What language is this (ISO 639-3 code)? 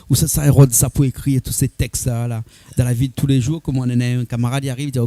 rcf